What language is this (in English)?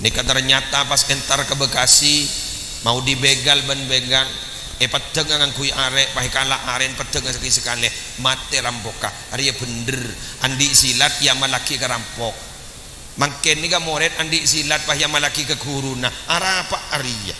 Madurese